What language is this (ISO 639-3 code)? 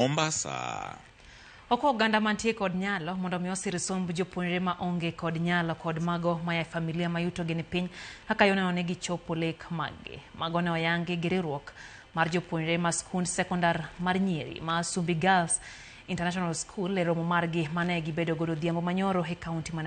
luo